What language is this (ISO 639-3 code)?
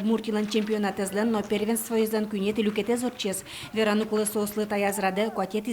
udm